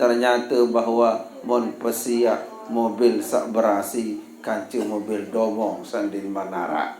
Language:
Sasak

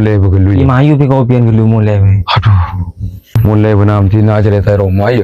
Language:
Madurese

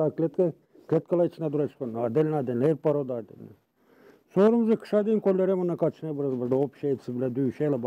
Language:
Gagauz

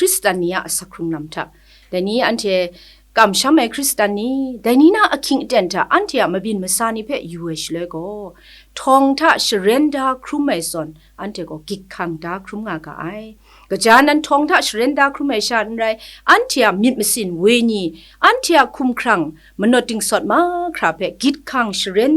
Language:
Kachin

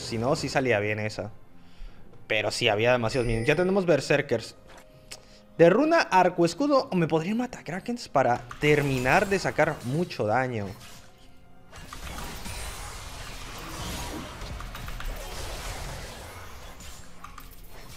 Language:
Spanish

